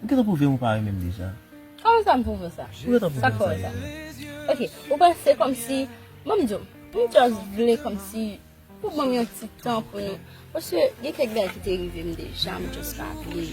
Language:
Haitian Creole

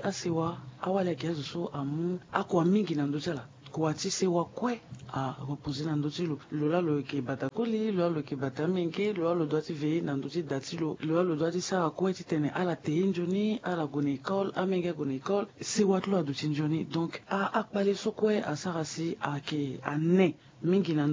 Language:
Sango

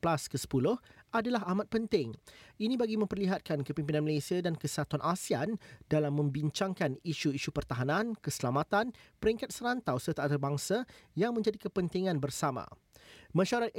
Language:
Malay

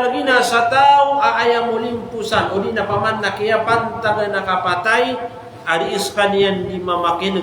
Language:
Maranao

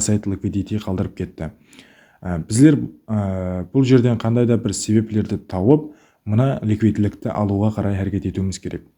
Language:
Kara-Kalpak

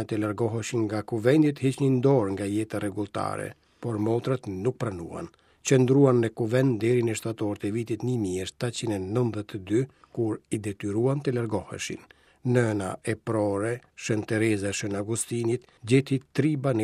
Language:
Albanian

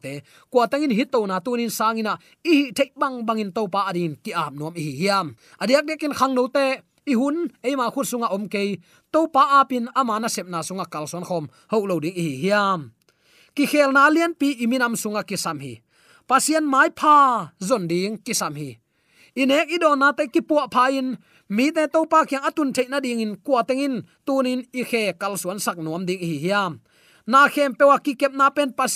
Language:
Tedim Chin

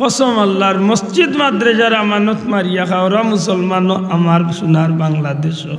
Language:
Sylheti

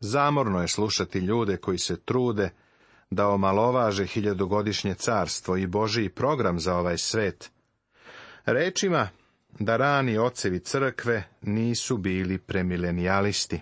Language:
Serbian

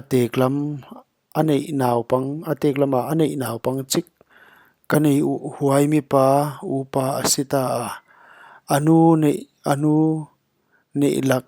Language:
Paite Chin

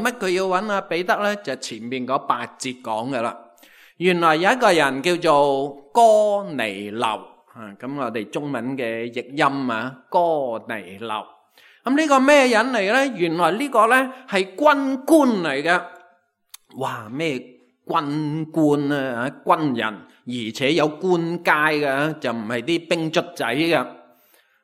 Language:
Cantonese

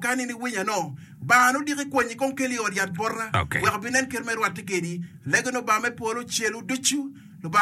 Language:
Acoli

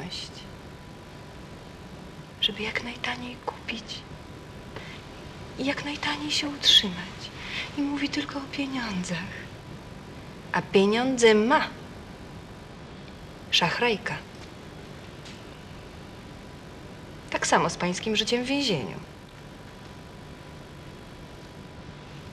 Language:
Polish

